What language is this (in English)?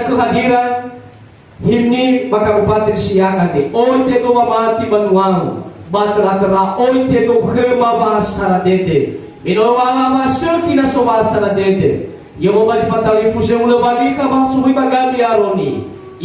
Nias